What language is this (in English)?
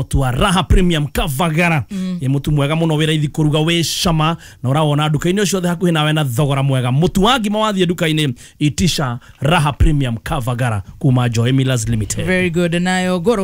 Kikuyu